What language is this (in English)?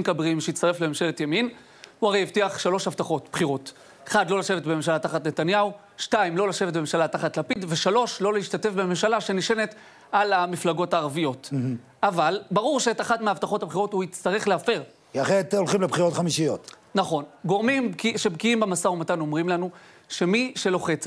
Hebrew